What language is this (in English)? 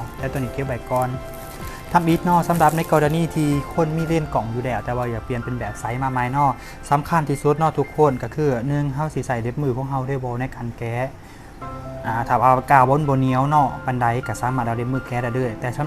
Lao